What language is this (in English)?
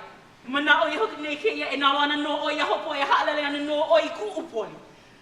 Hawaiian